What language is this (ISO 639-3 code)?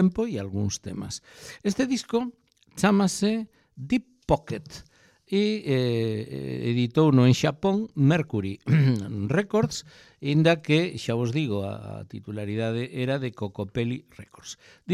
glg